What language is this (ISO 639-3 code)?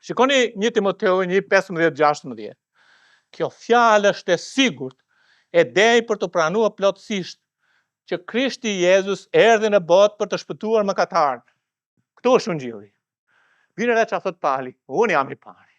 sqi